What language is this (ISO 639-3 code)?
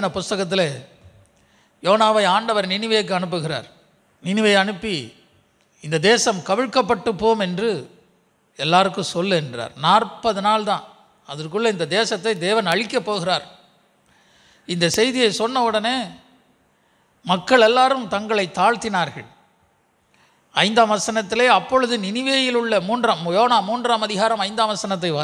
tam